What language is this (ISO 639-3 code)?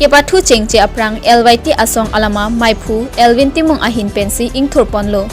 mjw